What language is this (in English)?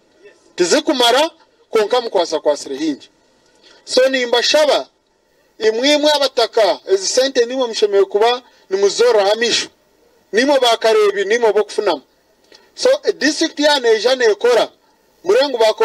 Nyankole